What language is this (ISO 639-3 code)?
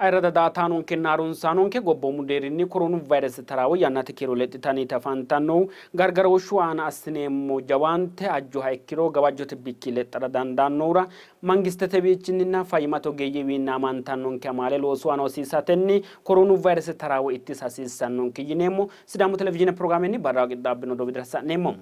sid